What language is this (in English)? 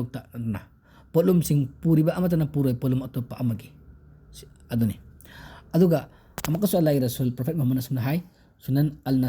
Manipuri